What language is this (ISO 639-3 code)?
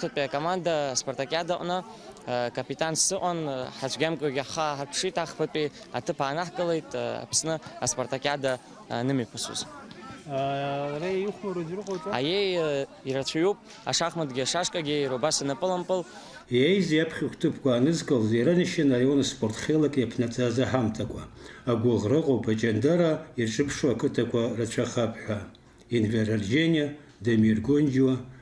abk